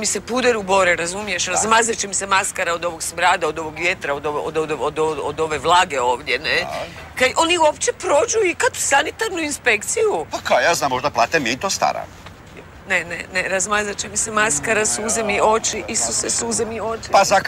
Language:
Croatian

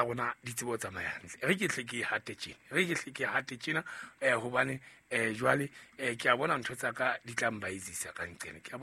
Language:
Southern Sotho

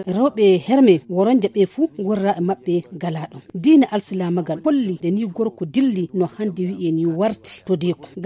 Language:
Fula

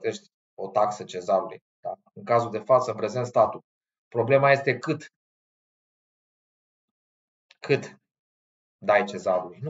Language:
Romanian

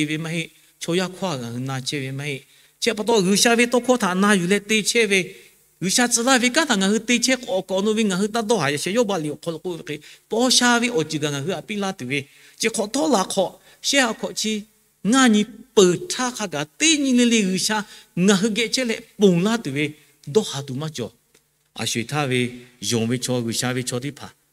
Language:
Lahu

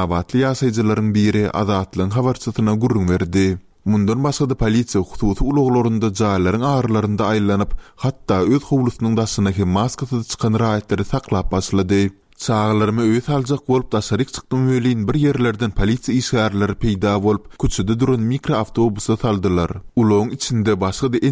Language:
Turkmen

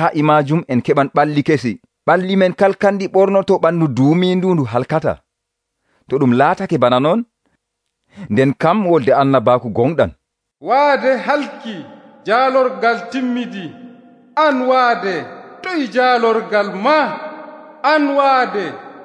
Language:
Nigerian Fulfulde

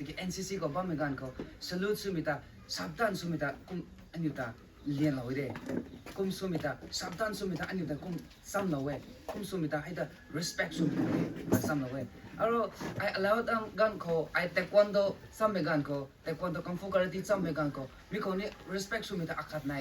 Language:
Rongmei Naga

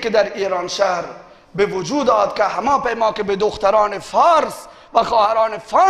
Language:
Baluchi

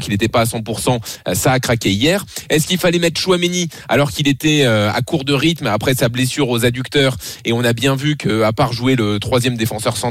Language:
French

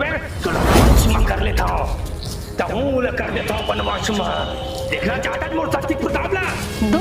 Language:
Chhattisgarhi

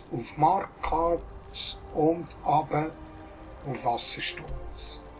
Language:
Swiss German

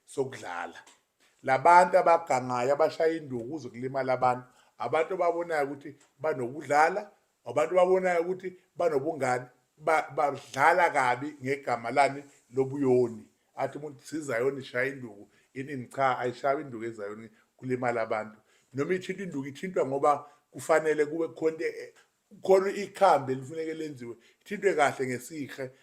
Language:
Zulu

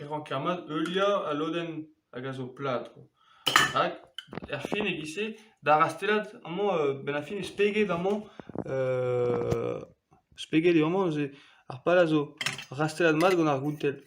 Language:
Breton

